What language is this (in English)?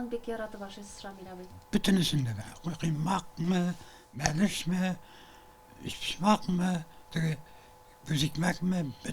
Tatar